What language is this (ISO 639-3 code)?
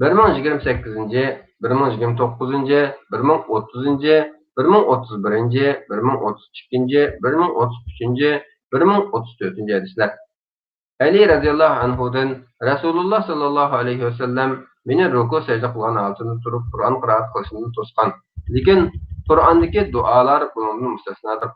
uig